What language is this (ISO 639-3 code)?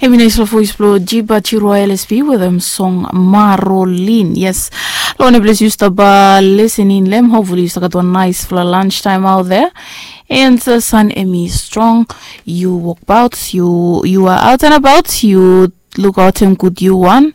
bis